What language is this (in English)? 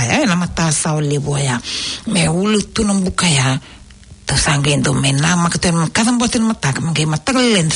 Fijian